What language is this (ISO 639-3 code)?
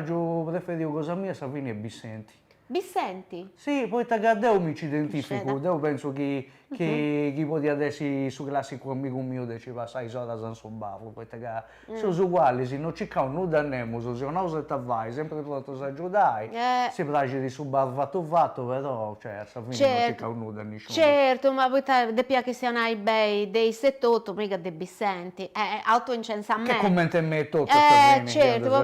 srd